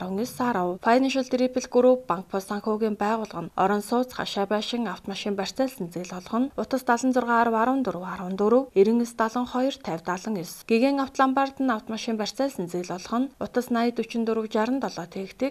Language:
Mongolian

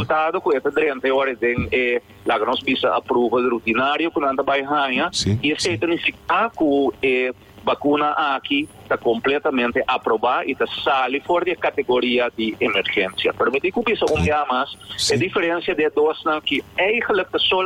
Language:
Papiamento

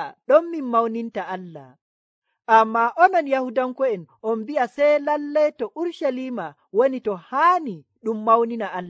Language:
Nigerian Fulfulde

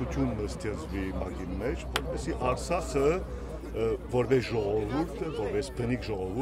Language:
Western Armenian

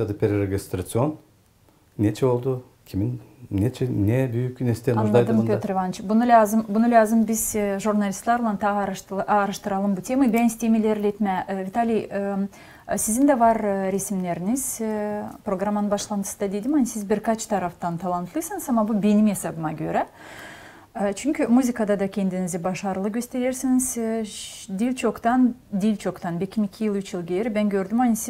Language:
Gagauz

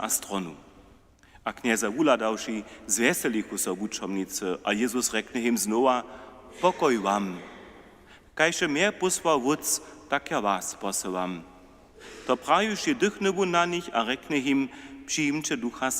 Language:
Upper Sorbian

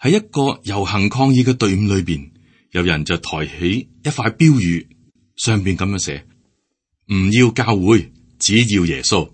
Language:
Cantonese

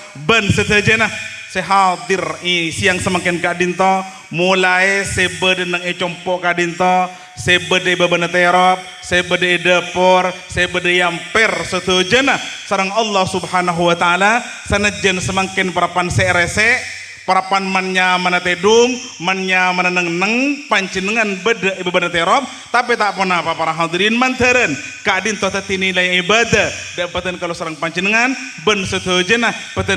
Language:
Madurese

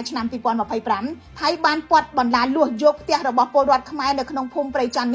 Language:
Khmer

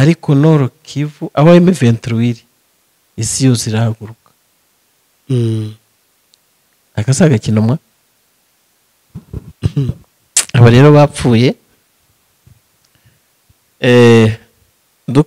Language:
Kinyarwanda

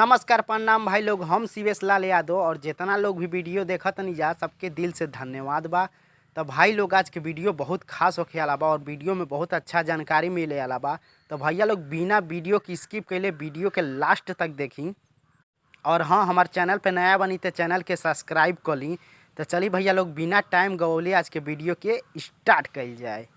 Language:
Bhojpuri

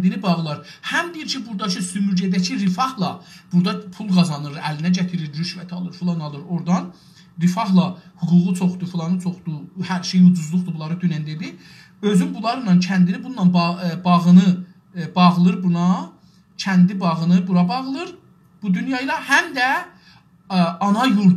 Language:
South Azerbaijani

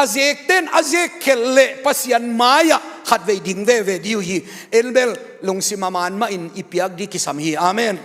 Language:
Tedim Chin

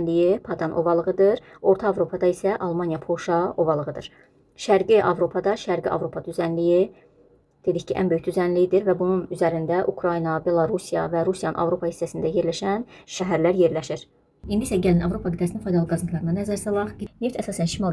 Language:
Azerbaijani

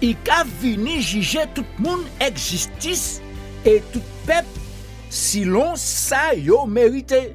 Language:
Guadeloupean Creole French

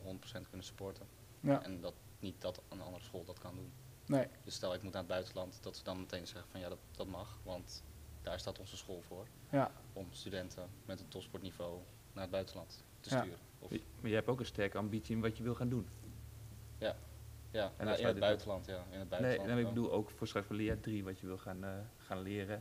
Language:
Dutch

